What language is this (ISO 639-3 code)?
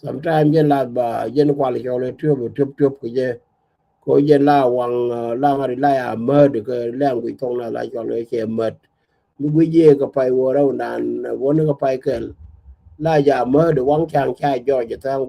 nus